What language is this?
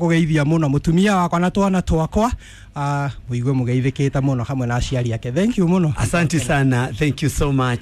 Kikuyu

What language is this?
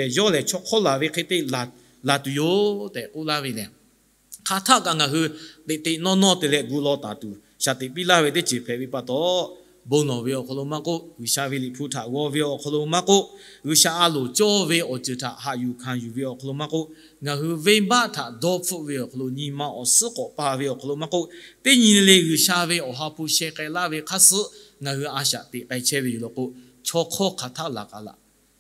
Lahu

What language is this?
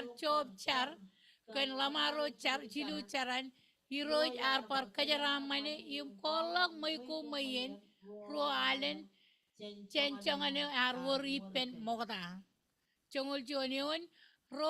Marshallese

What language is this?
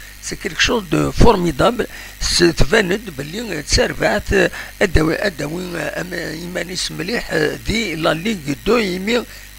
Kabyle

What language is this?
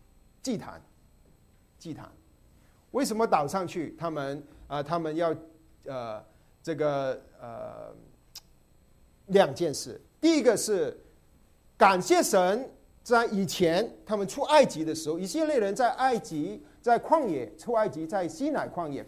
Chinese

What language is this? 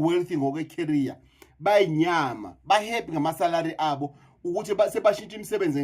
Zulu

